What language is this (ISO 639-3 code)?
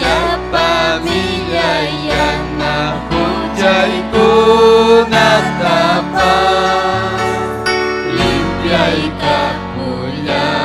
quy